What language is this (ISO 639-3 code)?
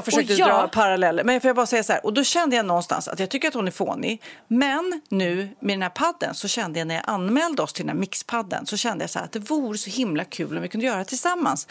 swe